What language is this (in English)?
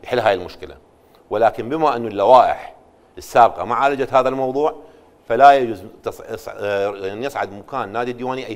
Mesopotamian Arabic